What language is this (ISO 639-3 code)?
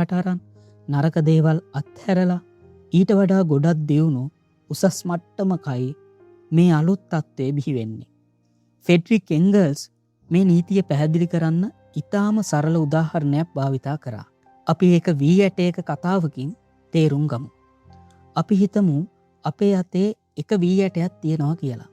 sin